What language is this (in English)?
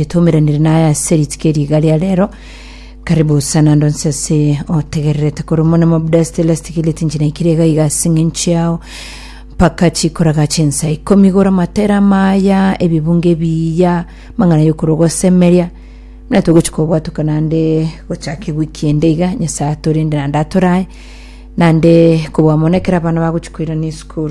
Gusii